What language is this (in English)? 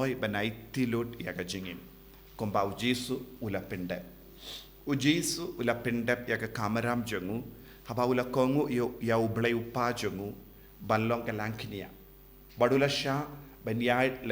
Khasi